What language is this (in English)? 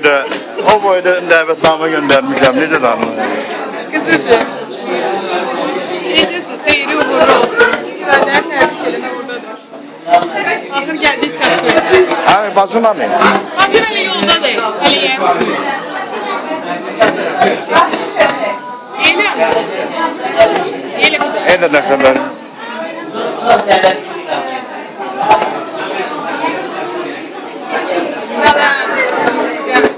Azerbaijani